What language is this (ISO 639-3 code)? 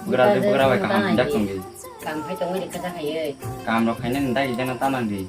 trp